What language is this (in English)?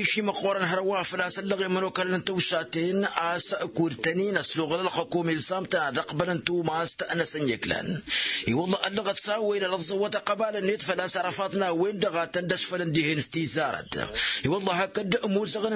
Tamasheq